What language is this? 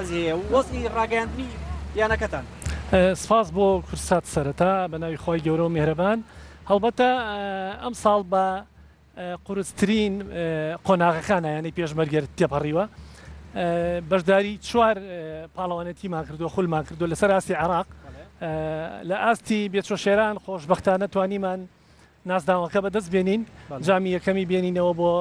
Central Kurdish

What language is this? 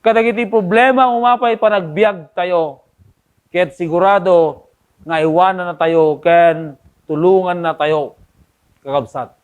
Iloko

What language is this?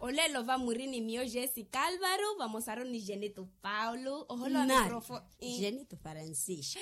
Makhuwa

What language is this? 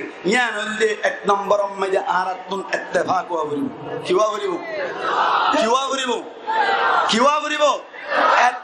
Rohingya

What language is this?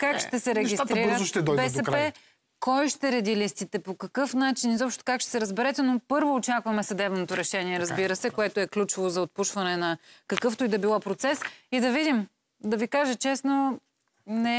Bulgarian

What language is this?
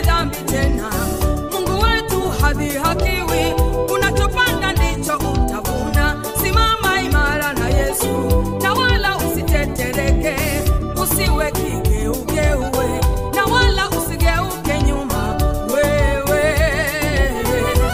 Swahili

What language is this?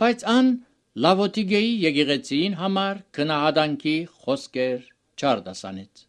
Armenian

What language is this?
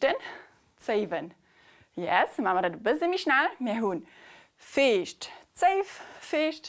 Luxembourgish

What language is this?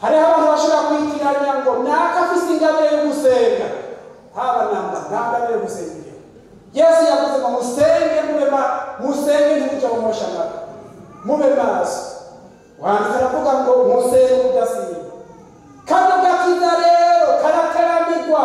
Rundi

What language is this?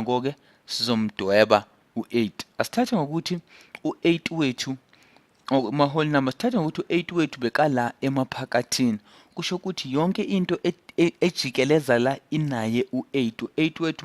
Zulu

